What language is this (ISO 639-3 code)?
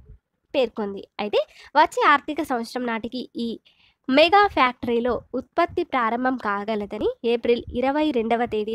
tel